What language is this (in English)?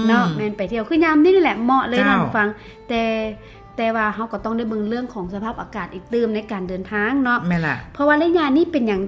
Lao